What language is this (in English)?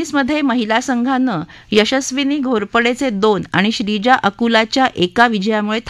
Marathi